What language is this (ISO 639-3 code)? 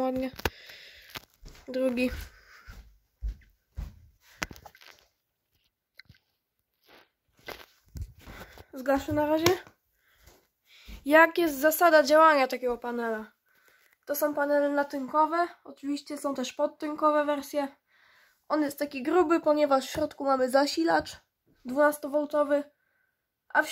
pol